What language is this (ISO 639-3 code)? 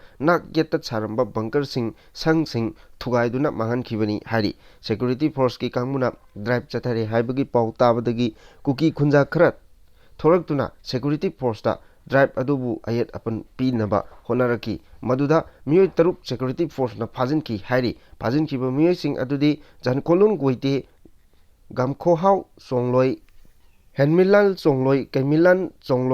mni